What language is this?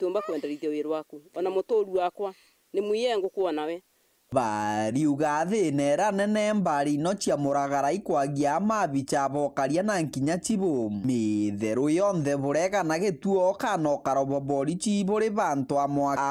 Meru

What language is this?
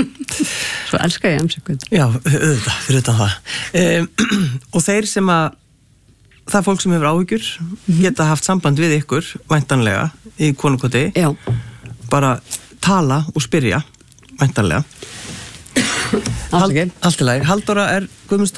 Icelandic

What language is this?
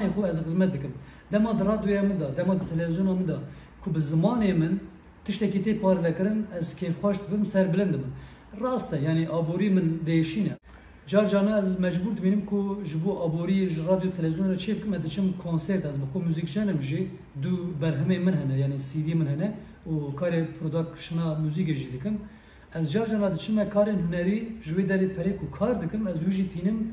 Kurdish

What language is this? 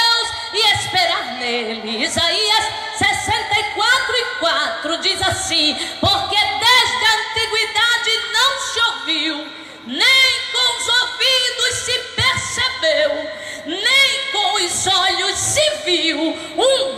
Portuguese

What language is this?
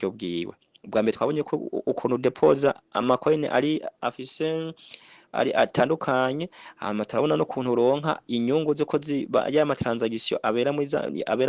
Rundi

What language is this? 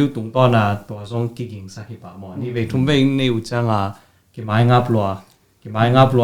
Tedim Chin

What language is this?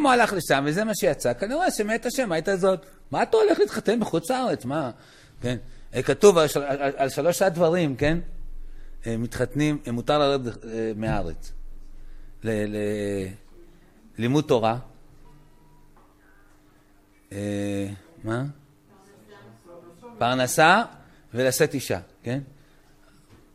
Hebrew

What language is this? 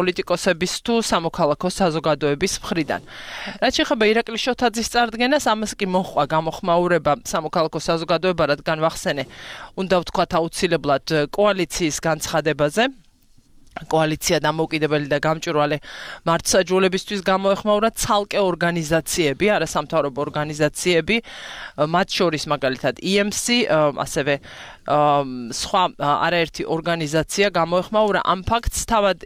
Georgian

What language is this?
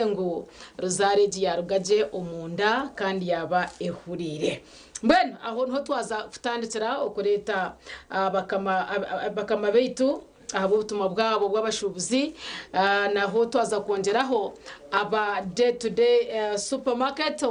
Nyankole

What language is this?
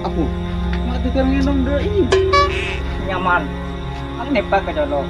Madurese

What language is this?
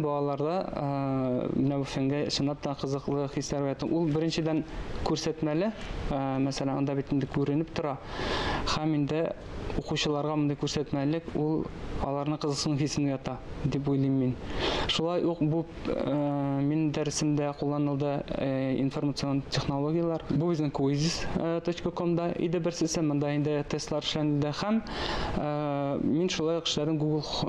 Tatar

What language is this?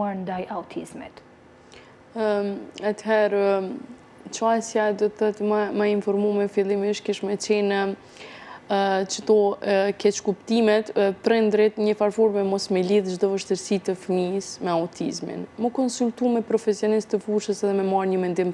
Albanian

